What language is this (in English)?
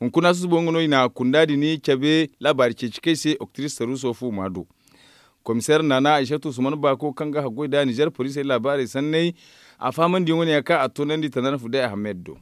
Zarma